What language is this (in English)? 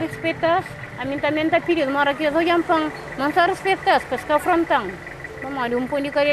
Kabuverdianu